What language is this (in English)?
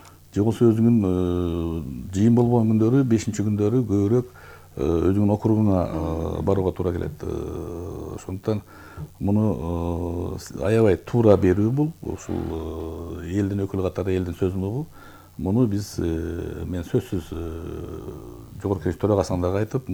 Kyrgyz